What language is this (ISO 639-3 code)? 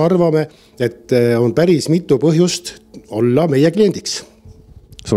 est